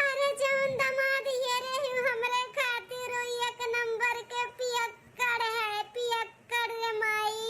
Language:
Awadhi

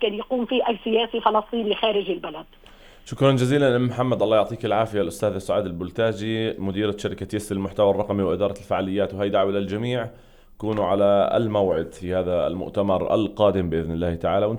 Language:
North Levantine Arabic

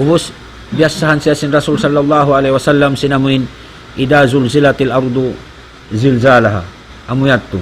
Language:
Tausug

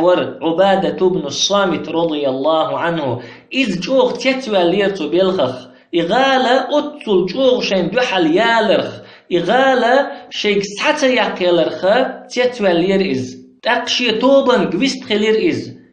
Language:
Chechen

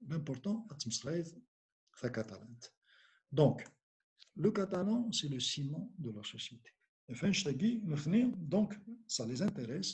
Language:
Kabyle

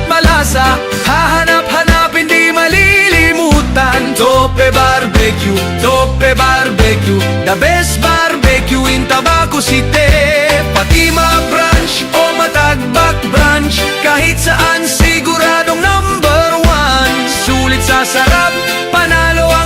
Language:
Bikol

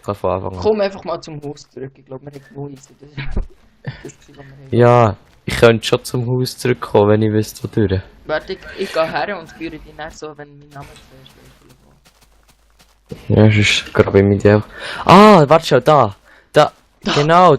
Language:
Swiss German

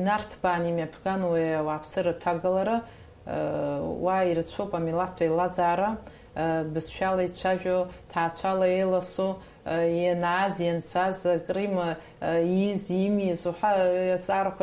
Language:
Abkhazian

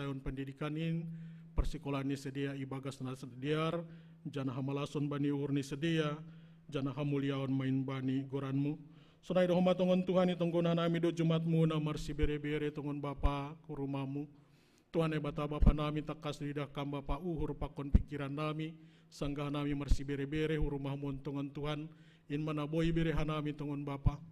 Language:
Batak Simalungun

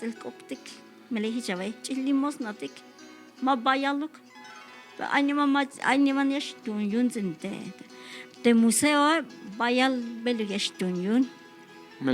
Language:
Tzeltal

